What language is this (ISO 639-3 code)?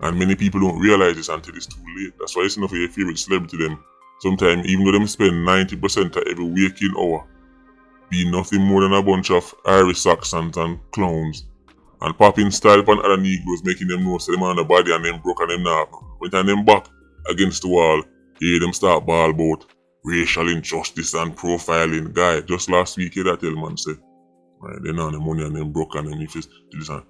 jam